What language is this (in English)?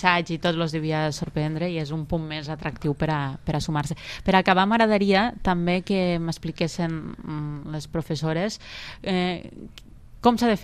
Catalan